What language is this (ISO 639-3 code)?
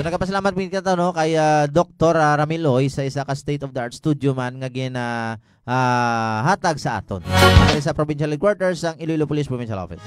hil